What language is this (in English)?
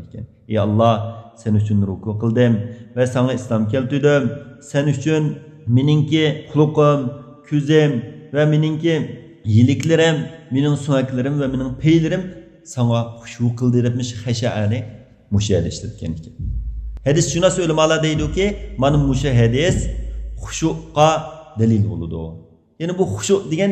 Uyghur